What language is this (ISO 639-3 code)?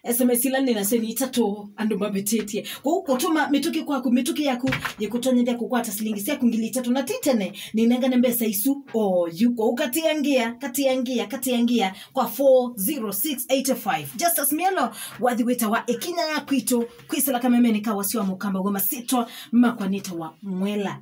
kam